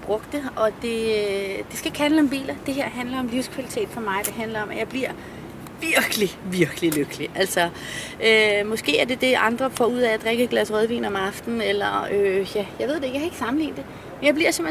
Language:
Danish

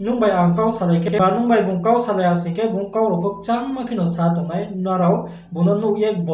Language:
Riang (India)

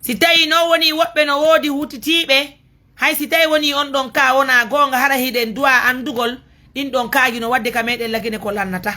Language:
Fula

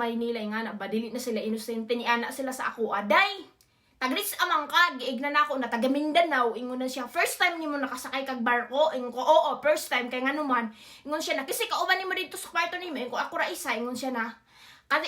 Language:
Cebuano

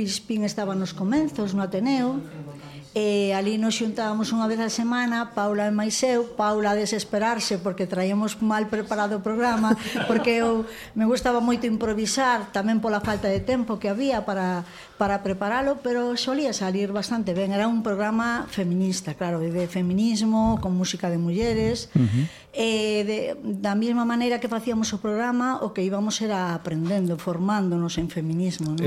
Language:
Galician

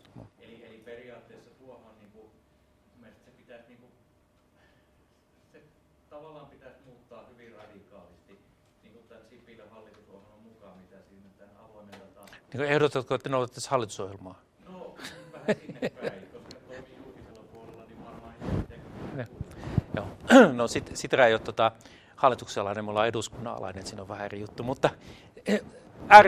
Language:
Finnish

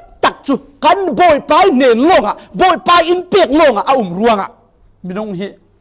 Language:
Falam Chin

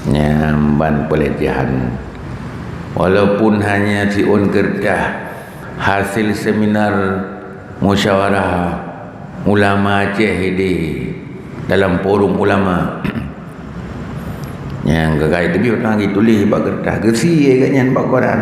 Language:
Achinese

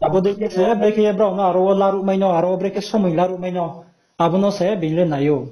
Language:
Riang (India)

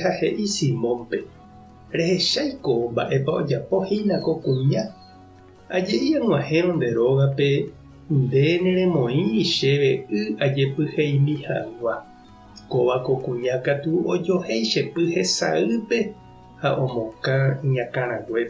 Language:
Guarani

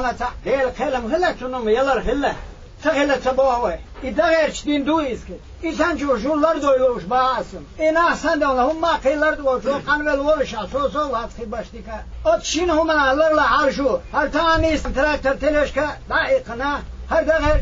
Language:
Chechen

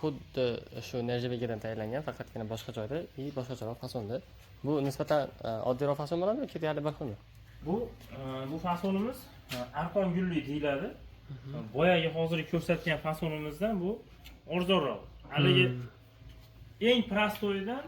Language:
Uzbek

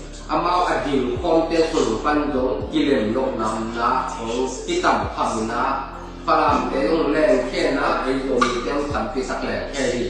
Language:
Tedim Chin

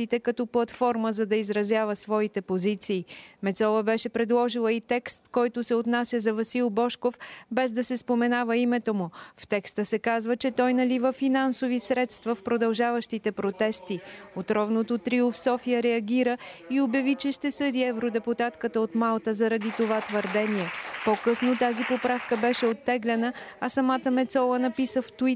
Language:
Bulgarian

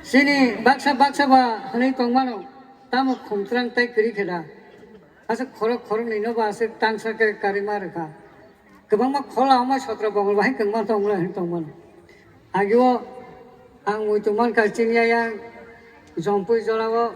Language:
Kok Borok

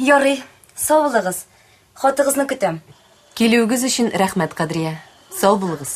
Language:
Tatar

